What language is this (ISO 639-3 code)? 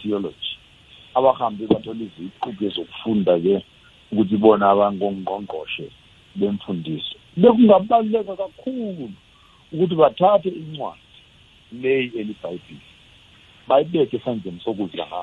nbl